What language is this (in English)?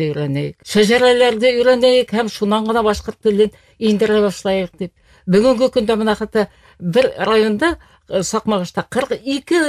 Bashkir